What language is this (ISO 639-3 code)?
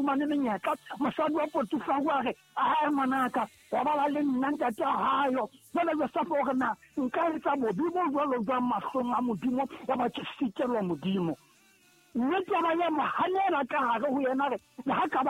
sot